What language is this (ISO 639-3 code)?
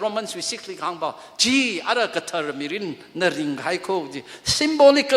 nmf